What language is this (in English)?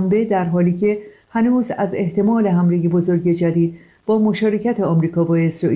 Persian